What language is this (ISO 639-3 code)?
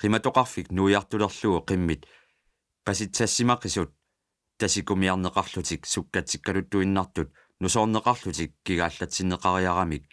kal